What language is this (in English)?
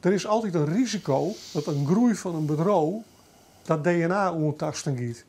Western Frisian